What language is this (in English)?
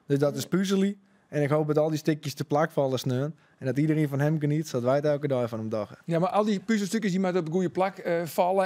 Western Frisian